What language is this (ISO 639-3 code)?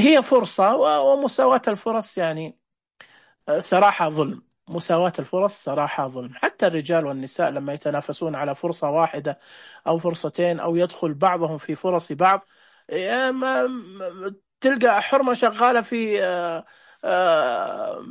ars